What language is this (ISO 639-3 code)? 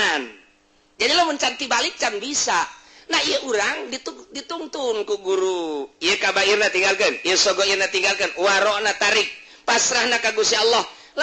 sun